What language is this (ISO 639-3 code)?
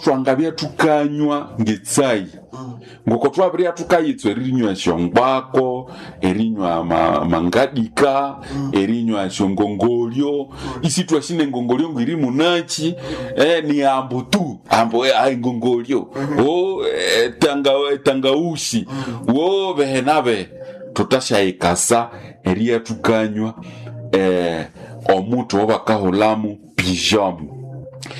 nnb